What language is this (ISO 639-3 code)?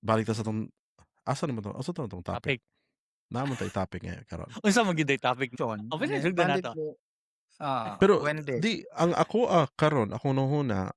ceb